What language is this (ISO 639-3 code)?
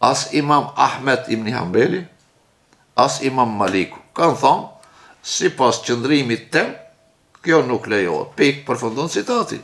sqi